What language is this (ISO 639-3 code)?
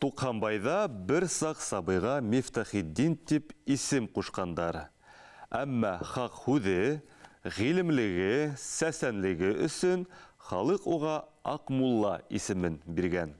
bak